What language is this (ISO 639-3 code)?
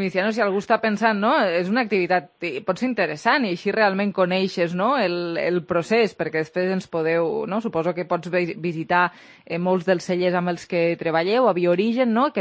cat